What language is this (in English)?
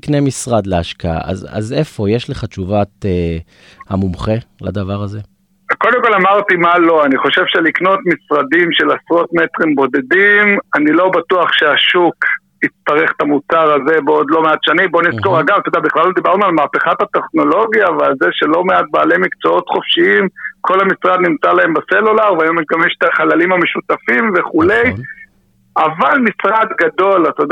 Hebrew